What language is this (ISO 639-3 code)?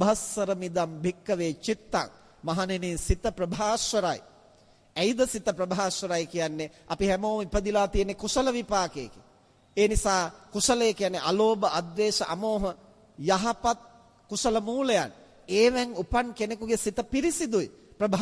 sin